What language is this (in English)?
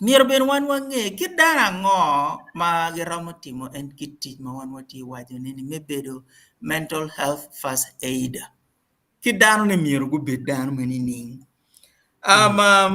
Acoli